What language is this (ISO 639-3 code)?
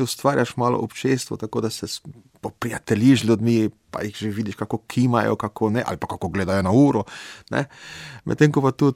slv